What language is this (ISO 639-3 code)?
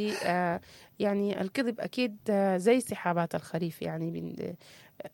apd